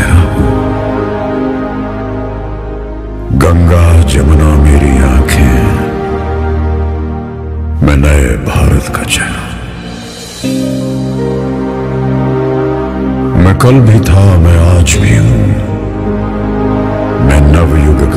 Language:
Hindi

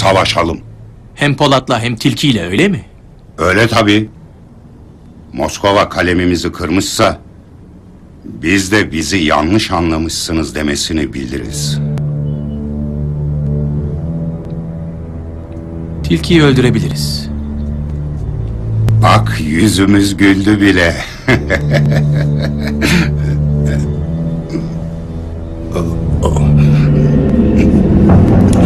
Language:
Turkish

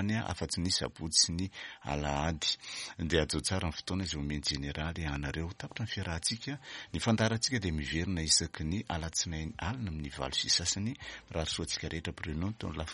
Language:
Malagasy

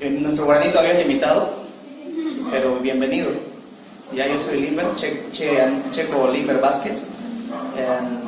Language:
Eastern Bolivian Guaraní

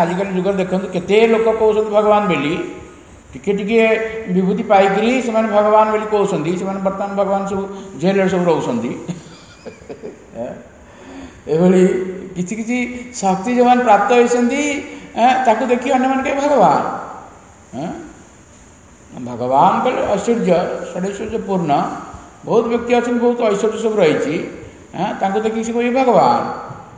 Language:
Odia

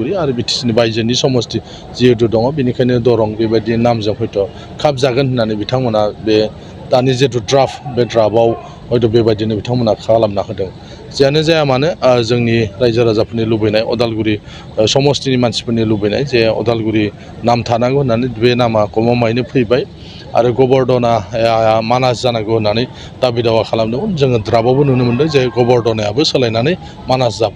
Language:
Bodo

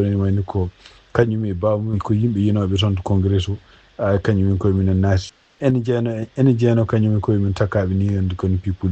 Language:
Fula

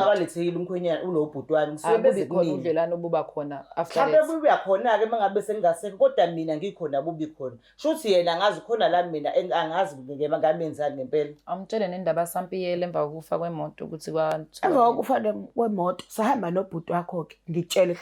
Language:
Zulu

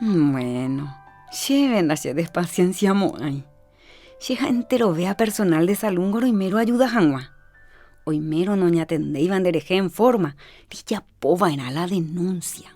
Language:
Guarani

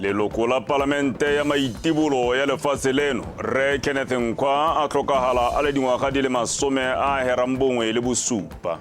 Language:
Tswana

